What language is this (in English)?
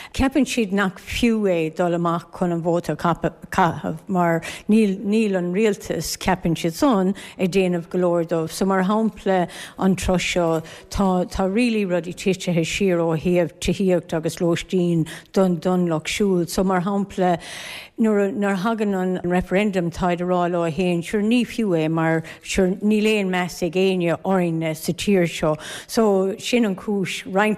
Irish